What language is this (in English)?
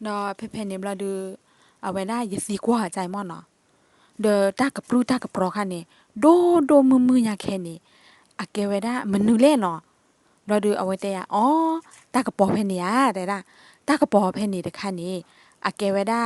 S'gaw Karen